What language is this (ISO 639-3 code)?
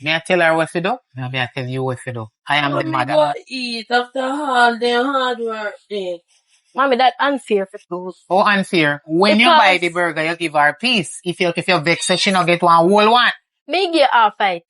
jam